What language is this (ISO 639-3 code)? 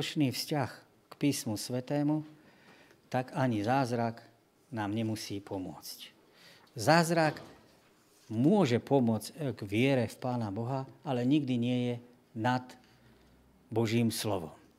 slk